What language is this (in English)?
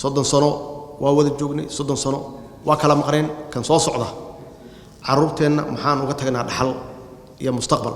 Somali